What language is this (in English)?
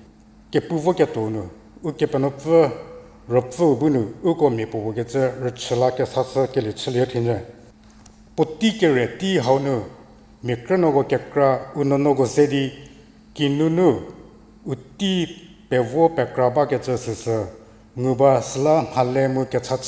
Angami Naga